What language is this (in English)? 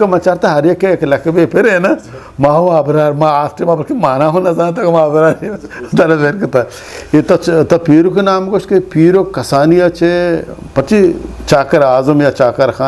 Eastern Balochi